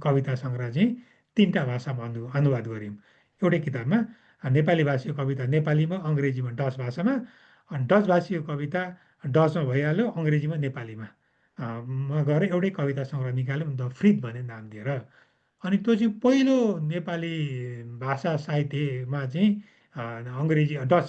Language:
Nepali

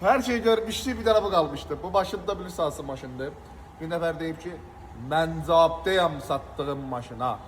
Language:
Azerbaijani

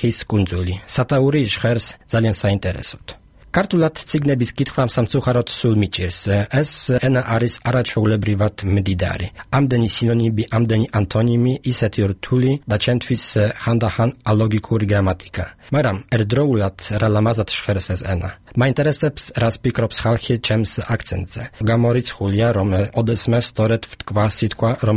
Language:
Georgian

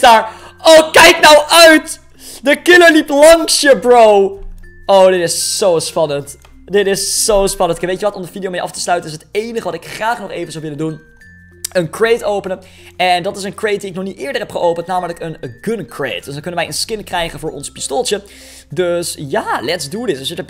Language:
Dutch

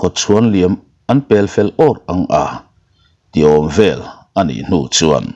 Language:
Mizo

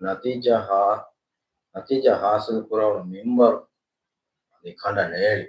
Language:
Divehi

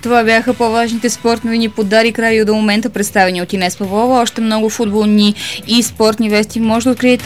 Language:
Bulgarian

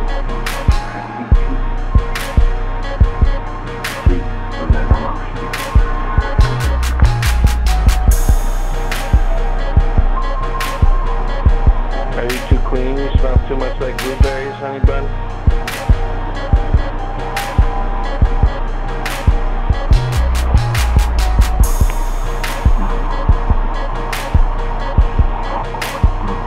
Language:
English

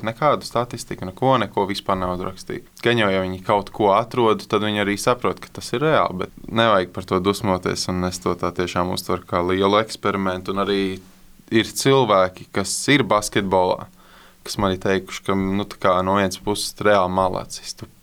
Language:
Latvian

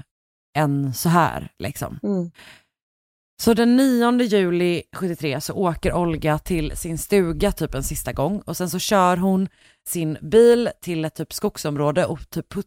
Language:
Swedish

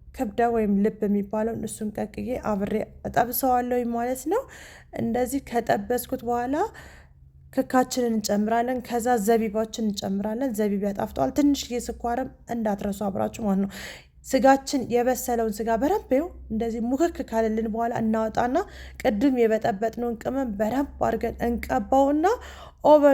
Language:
Amharic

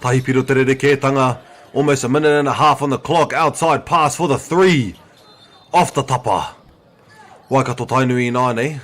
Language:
Māori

